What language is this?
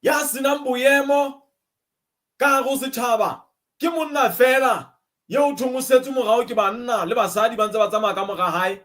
Southern Sotho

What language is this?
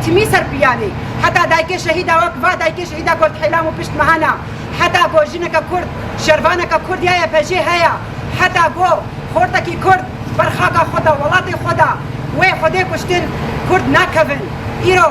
Kurdish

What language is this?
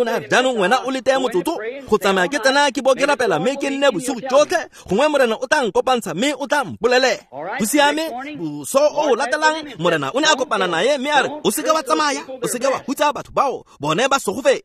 Tswana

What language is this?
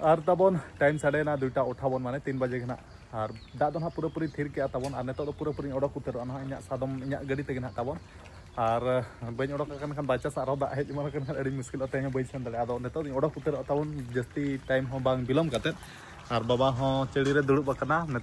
Santali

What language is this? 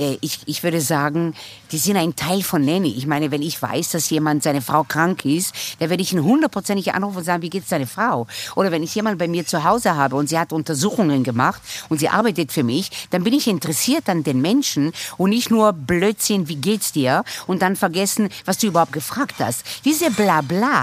German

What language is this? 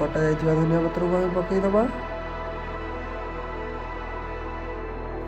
Odia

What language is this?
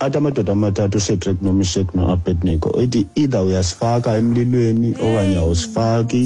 Xhosa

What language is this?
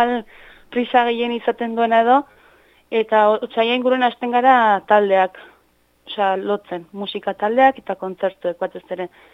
Basque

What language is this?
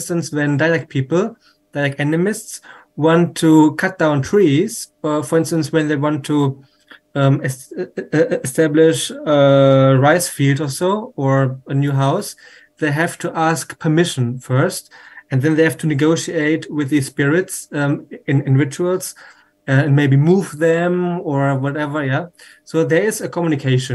English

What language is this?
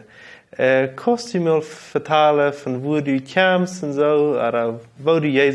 Plautdietsch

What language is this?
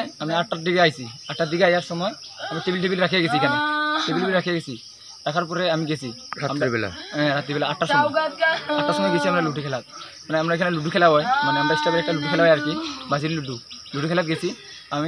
Assamese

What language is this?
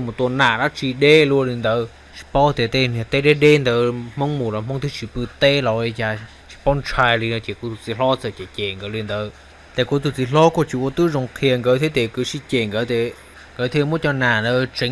Hmong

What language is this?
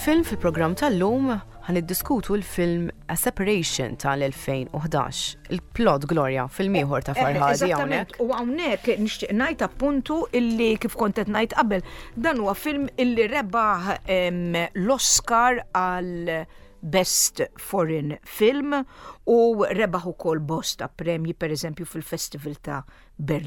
Maltese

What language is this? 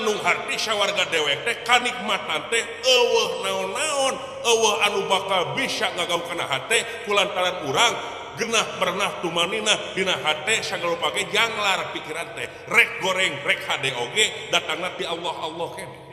Sundanese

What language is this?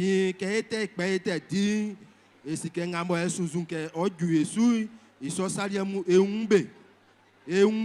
Baoulé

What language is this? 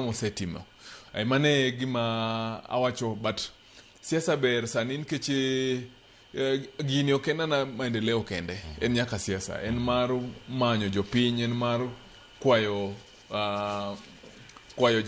Luo (Kenya and Tanzania)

